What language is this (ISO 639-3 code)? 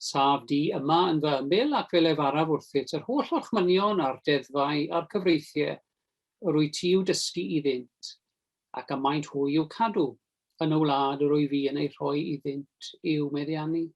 cym